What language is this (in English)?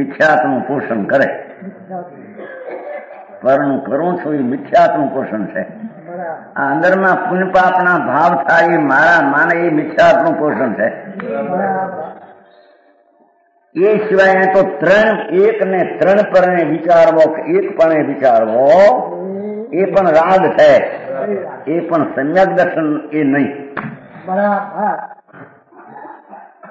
Gujarati